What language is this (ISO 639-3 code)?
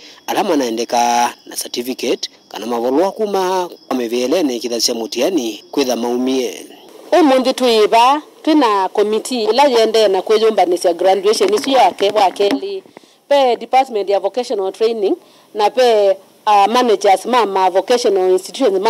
kam